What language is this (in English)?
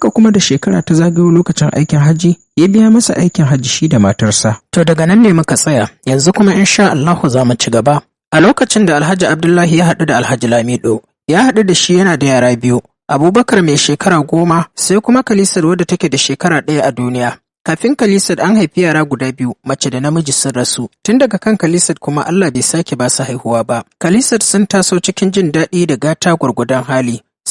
Hausa